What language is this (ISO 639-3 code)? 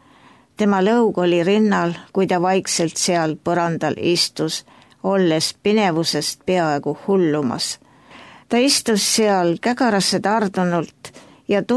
est